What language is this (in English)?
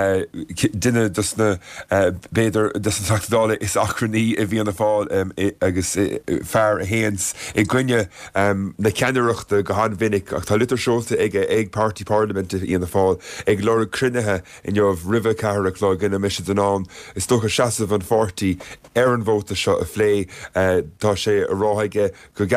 Irish